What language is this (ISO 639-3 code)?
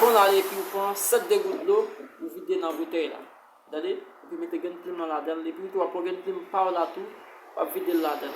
hat